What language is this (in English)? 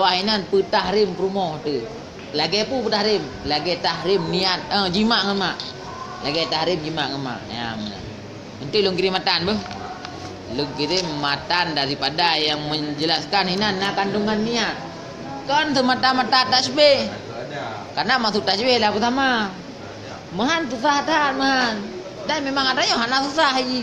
Achinese